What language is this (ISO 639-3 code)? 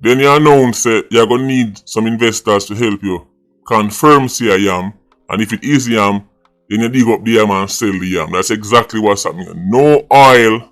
jam